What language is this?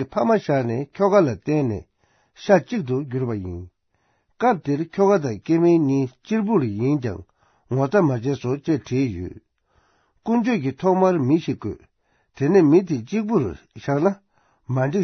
Tibetan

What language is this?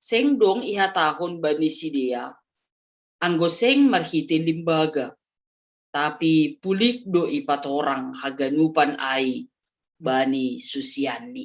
Batak Simalungun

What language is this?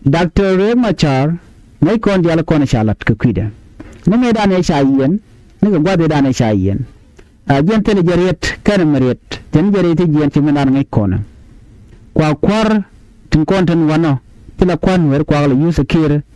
Nuer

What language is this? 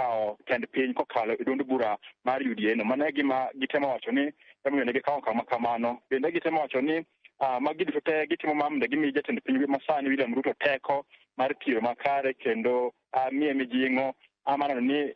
Luo (Kenya and Tanzania)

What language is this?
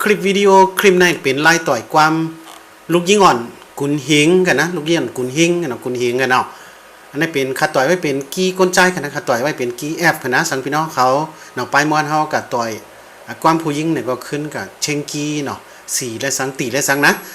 Shan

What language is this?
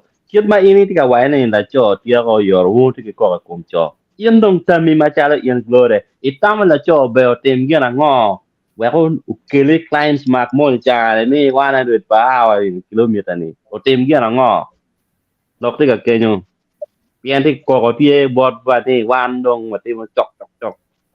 Acoli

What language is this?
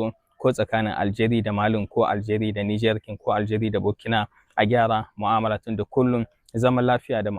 Hausa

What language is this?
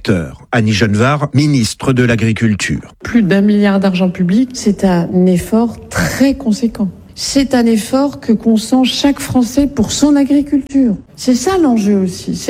French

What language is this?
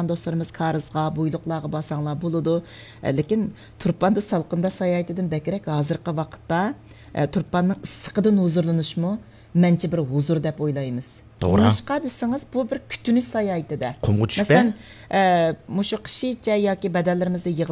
Uyghur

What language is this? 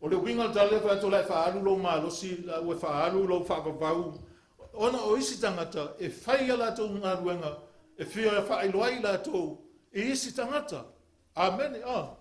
Samoan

